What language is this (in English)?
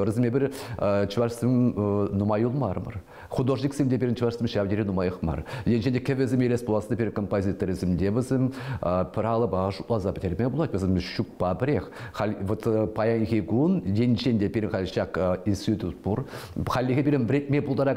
Chuvash